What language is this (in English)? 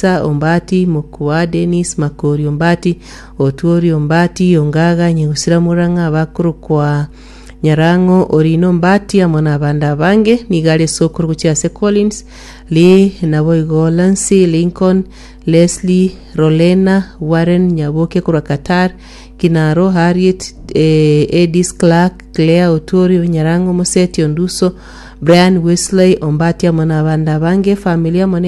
Gusii